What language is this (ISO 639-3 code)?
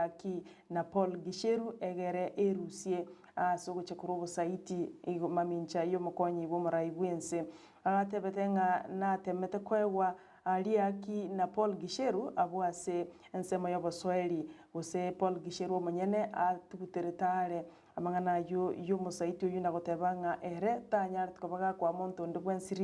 guz